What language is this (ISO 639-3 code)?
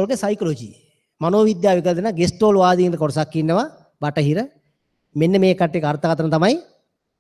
sin